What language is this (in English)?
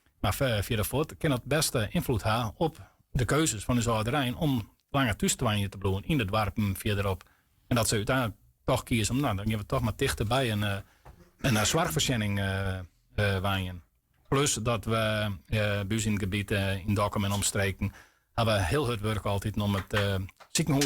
Western Frisian